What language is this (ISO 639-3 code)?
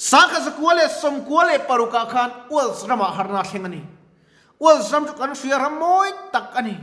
lus